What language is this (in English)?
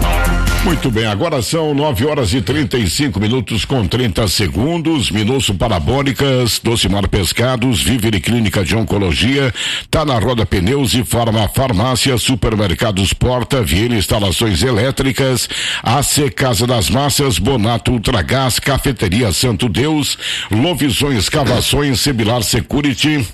Portuguese